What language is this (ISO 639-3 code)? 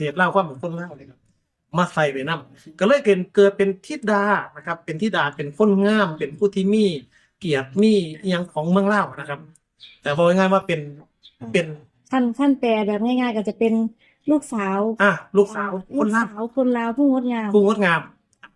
tts